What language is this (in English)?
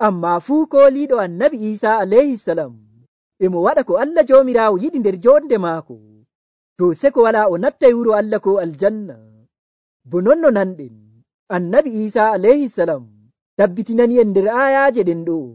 Nigerian Fulfulde